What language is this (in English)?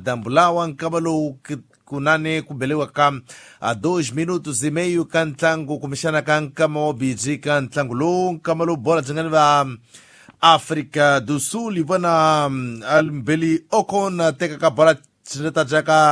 Tsonga